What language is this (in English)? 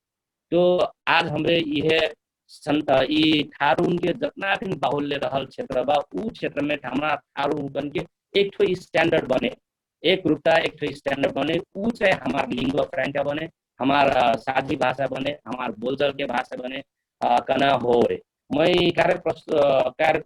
Dangaura Tharu